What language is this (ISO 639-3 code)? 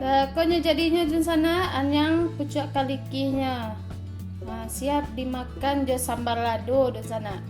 min